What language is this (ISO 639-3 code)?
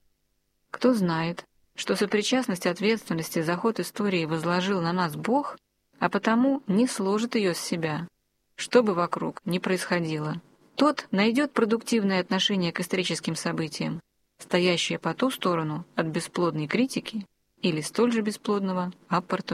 rus